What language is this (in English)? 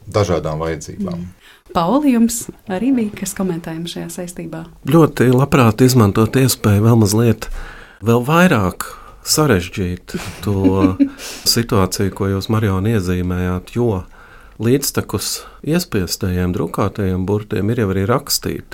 Latvian